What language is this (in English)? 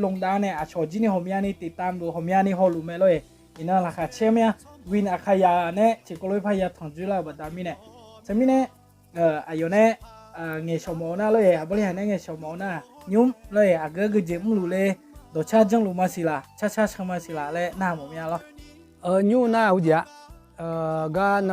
Akha